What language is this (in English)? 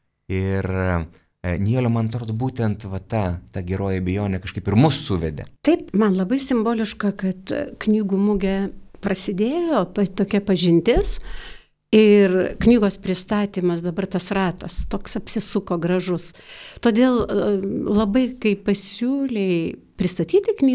Lithuanian